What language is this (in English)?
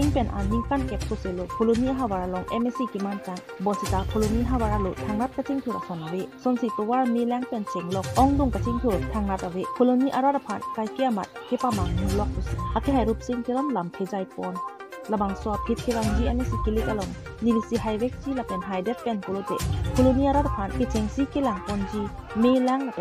Karbi